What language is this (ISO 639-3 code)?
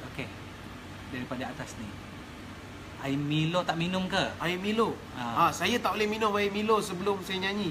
msa